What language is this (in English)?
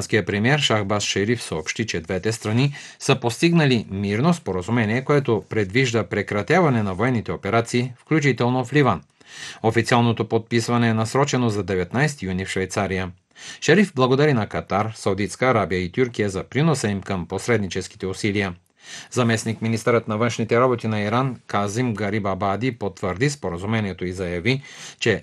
Bulgarian